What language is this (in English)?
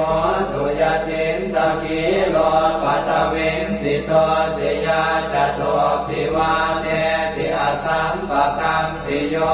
Pali